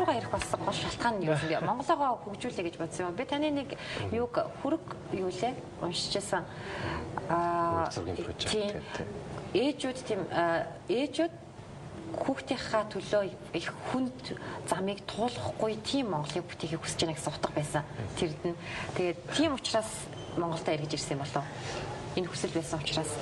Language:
Mongolian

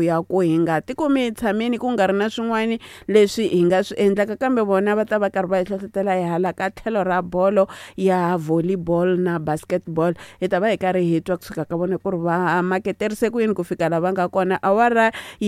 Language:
Tsonga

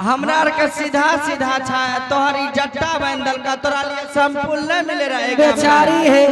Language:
Angika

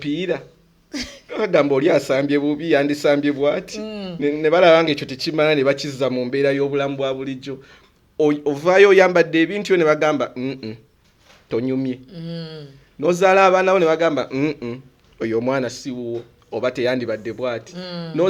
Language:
Ganda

